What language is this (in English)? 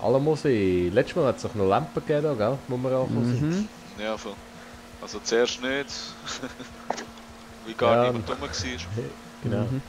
Swiss German